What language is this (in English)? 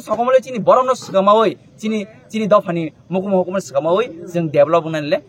Kok Borok